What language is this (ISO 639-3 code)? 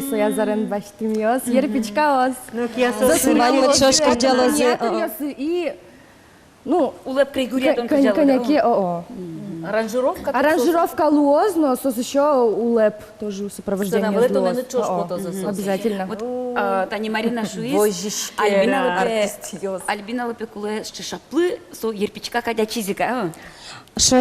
udm